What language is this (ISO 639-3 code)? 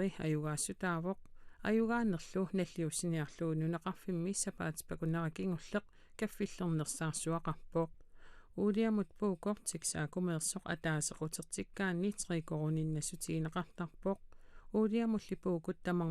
kal